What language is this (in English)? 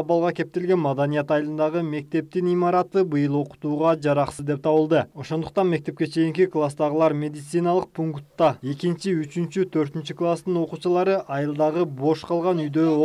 Kyrgyz